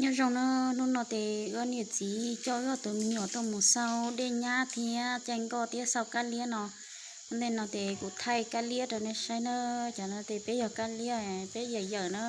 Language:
Hmong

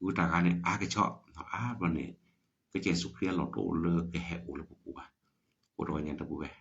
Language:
S'gaw Karen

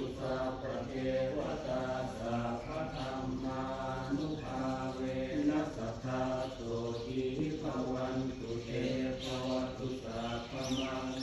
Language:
Pali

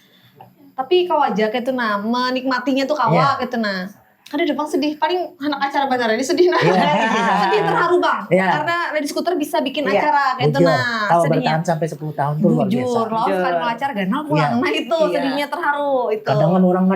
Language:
Banjar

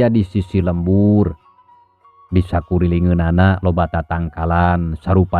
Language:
Sundanese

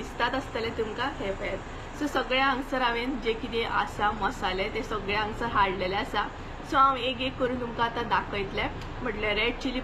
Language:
Konkani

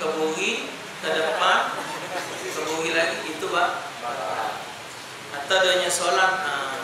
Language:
Musi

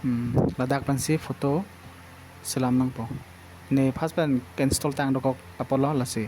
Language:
Karbi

